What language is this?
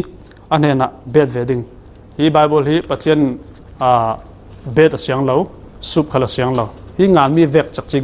Falam Chin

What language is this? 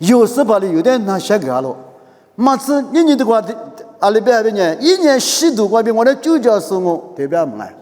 Lisu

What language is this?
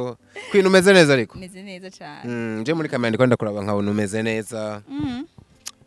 Rundi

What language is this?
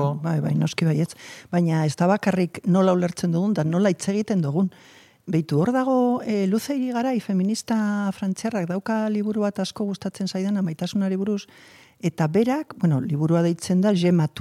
Basque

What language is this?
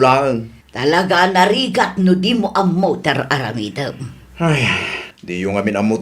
Iloko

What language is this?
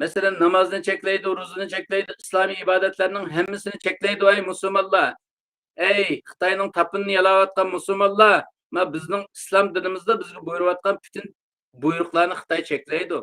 Uyghur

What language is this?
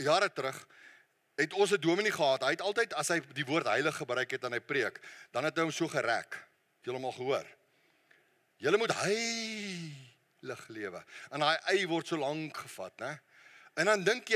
Afrikaans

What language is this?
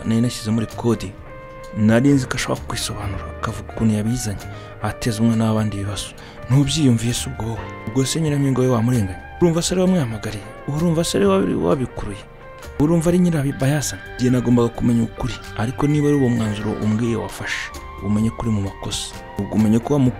Kinyarwanda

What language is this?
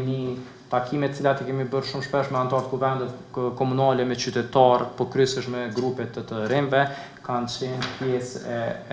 Albanian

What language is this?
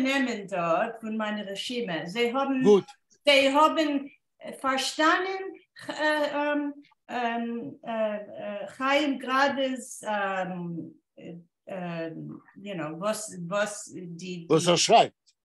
Yiddish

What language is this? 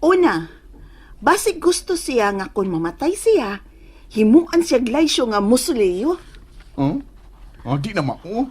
Cebuano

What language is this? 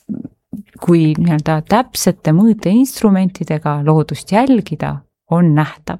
Estonian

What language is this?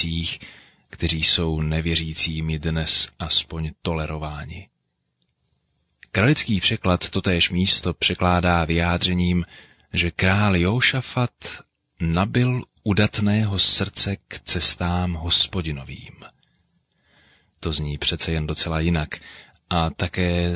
Czech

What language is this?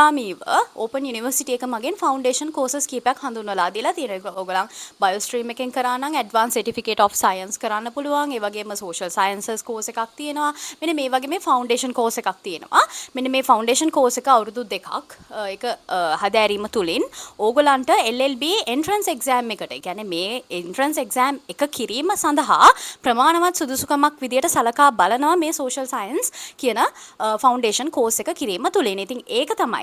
Sinhala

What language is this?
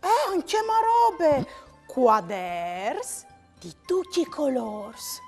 Friulian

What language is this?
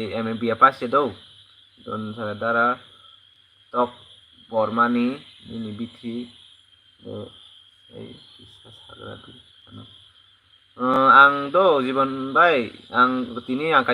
Kok Borok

